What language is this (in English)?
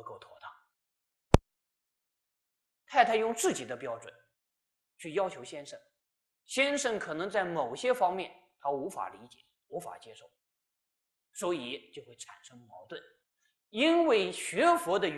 Chinese